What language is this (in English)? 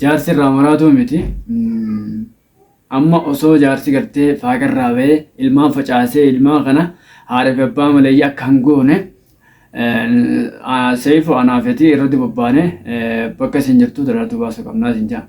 Oromo